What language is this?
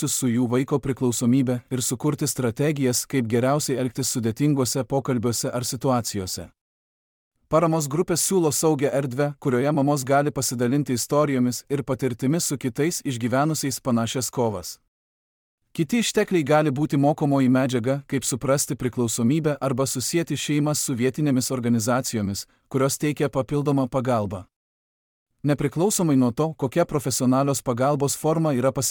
Lithuanian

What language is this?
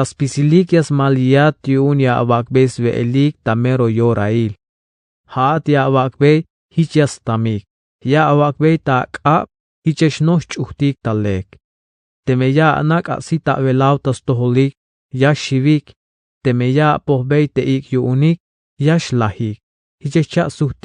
Tzeltal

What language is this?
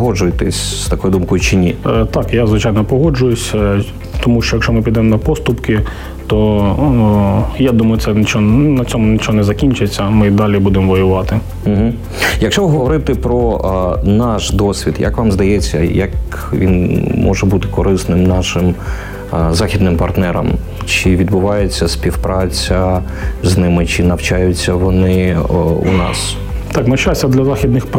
Ukrainian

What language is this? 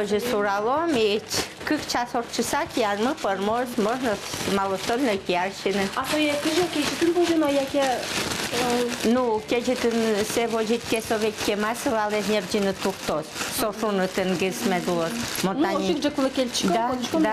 Udmurt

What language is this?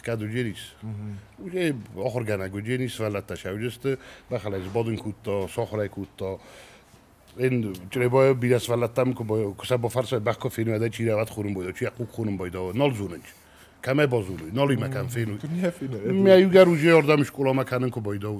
Ossetic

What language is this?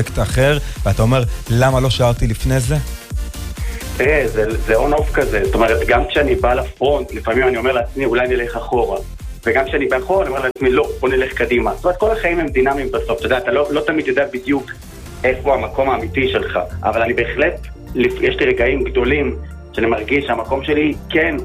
Hebrew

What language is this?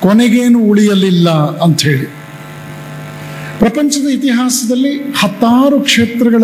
Kannada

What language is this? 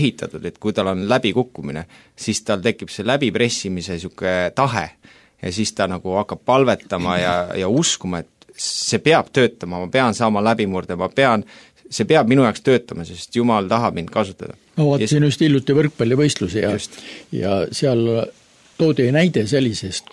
Estonian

